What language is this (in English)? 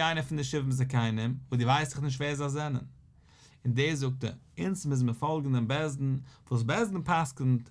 Yiddish